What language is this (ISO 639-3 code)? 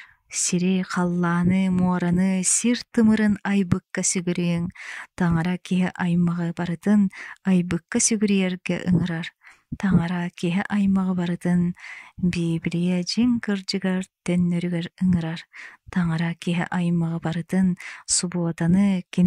sah